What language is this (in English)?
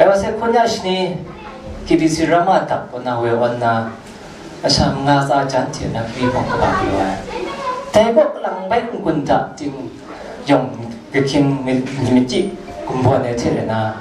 Kachin